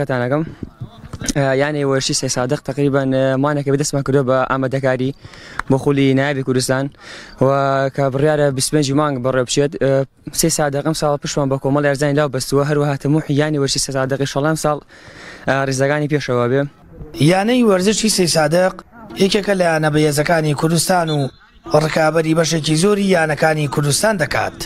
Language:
Central Kurdish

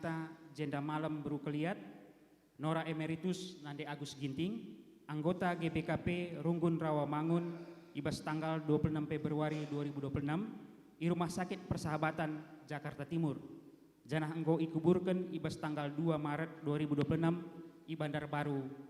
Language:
Batak Karo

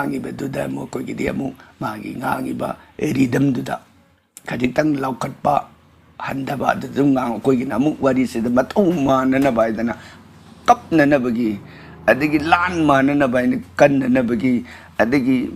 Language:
Manipuri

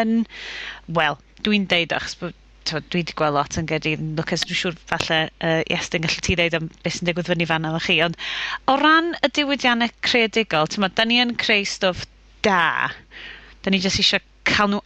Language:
Welsh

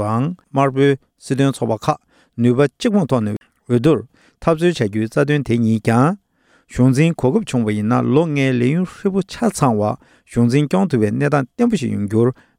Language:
Tibetan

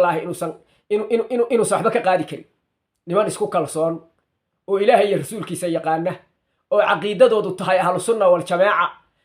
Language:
Somali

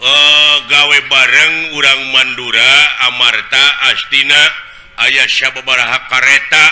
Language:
Sundanese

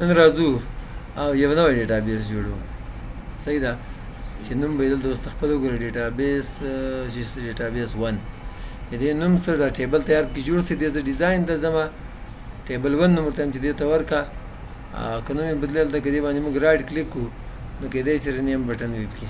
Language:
Pashto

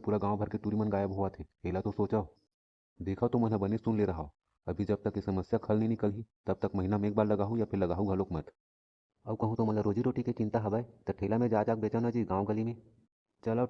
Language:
Chhattisgarhi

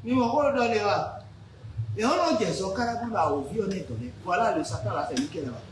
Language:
Fon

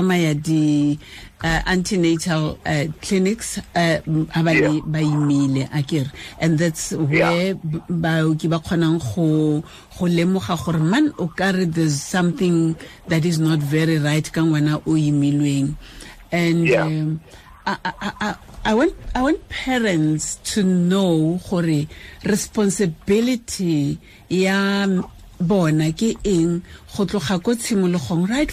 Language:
Tswana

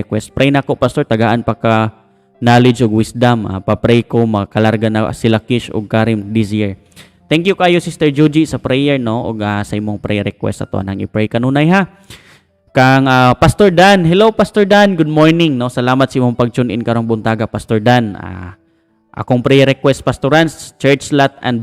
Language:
Cebuano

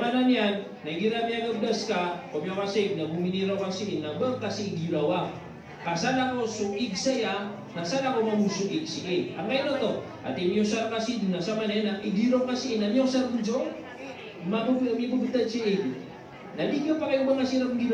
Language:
Maranao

